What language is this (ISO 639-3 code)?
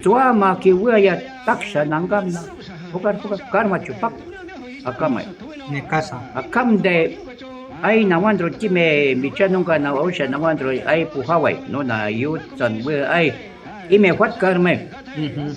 jiv